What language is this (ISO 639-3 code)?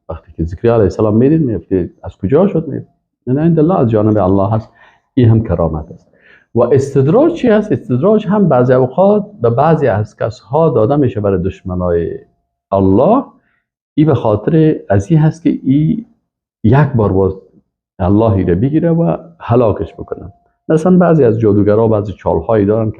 fas